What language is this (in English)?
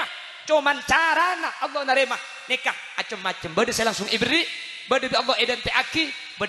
Madurese